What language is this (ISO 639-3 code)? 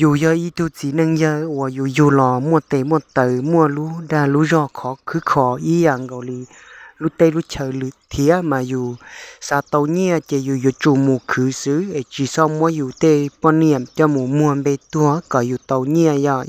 hmn